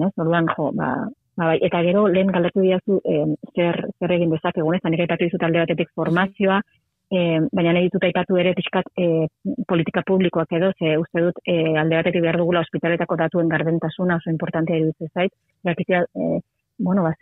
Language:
Basque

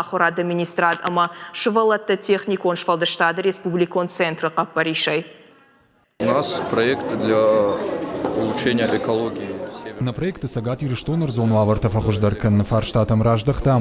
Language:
Ossetic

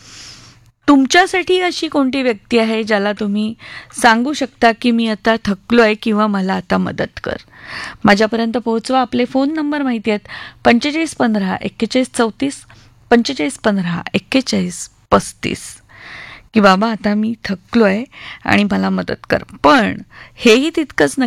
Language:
Marathi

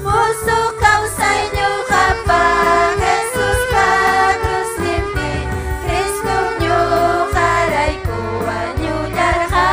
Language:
Ayacucho Quechua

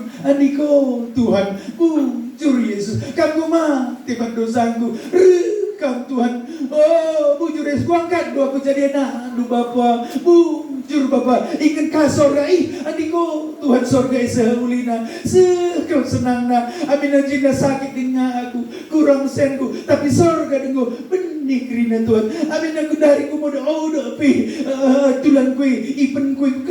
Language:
Batak Karo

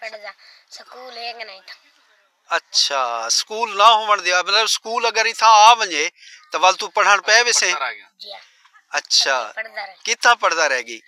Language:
Saraiki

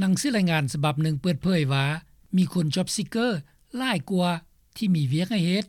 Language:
Lao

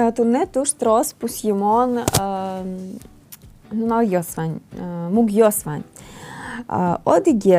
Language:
Udmurt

